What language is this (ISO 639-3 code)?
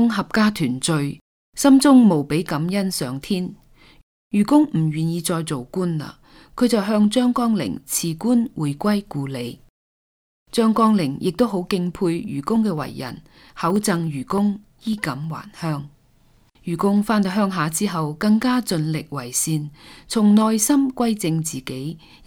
yue